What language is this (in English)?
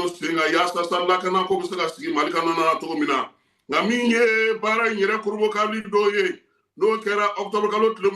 Bambara